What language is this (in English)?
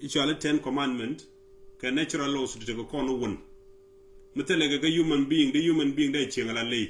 Nuer